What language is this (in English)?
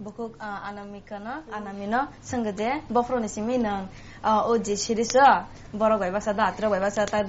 Kok Borok